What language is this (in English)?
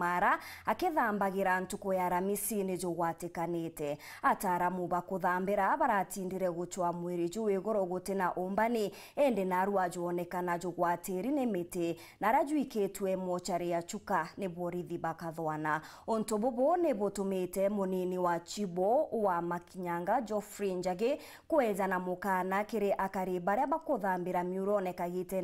Meru